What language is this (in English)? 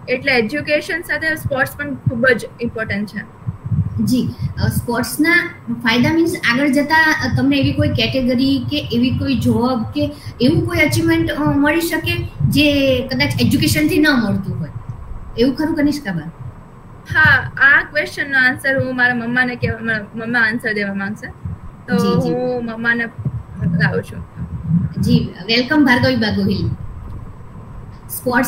Gujarati